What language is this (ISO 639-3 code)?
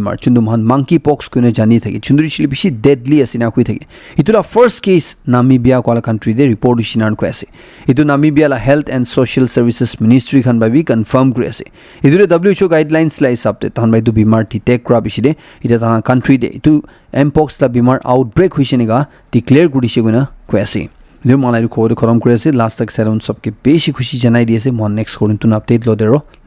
nag